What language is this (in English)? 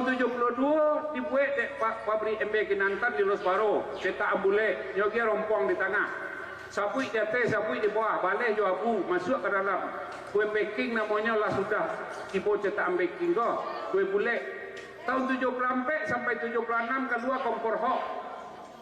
Minangkabau